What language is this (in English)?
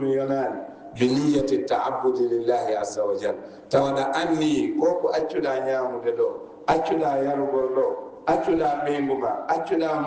Fula